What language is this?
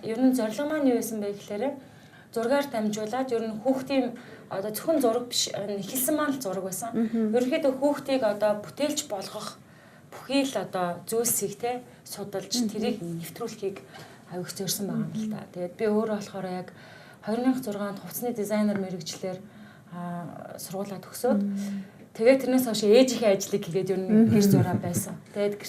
Mongolian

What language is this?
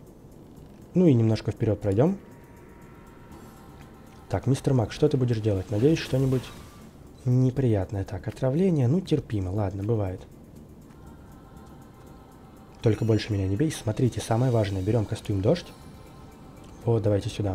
Russian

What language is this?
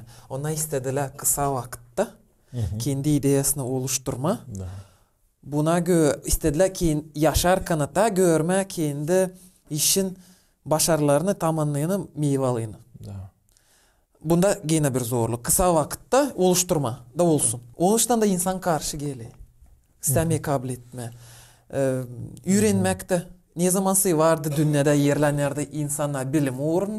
Gagauz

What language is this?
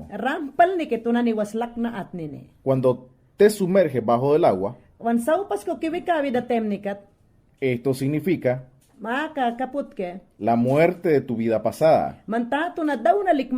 Mayangna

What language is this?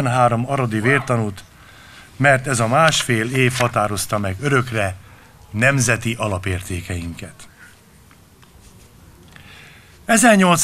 Hungarian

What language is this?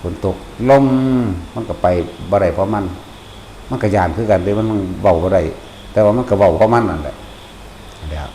Northeastern Thai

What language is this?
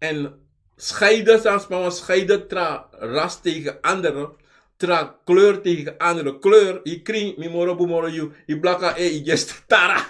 Sranan Tongo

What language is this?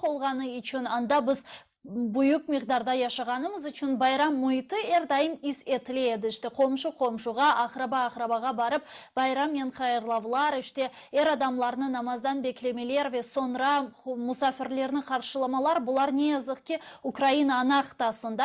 Crimean Tatar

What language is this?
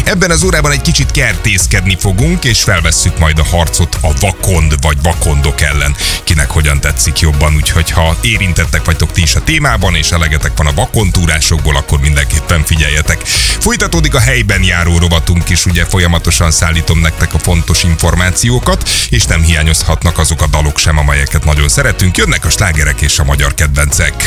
Hungarian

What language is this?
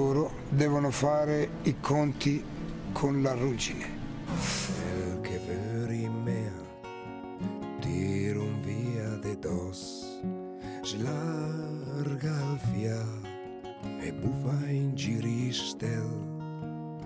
Italian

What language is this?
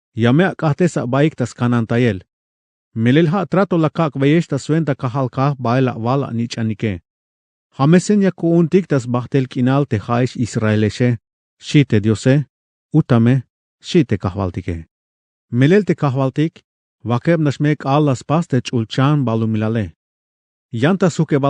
Tzeltal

